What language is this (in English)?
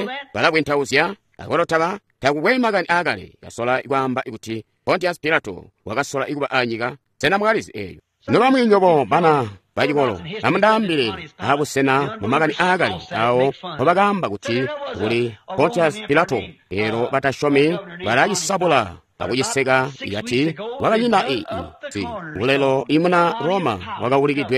Tonga (Zambia)